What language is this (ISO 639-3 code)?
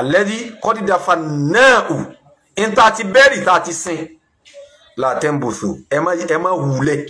yor